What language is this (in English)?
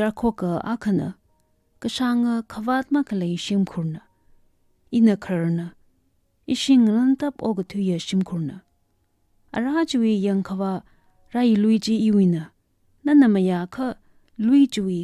Tangkhul Naga (India)